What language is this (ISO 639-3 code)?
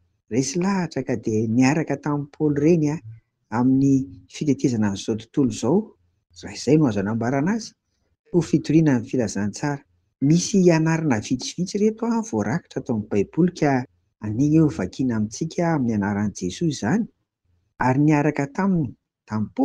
mlg